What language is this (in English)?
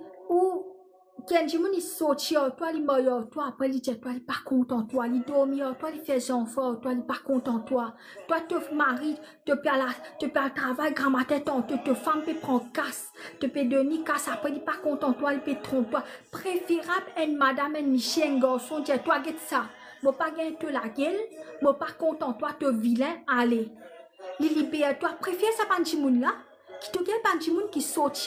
Morisyen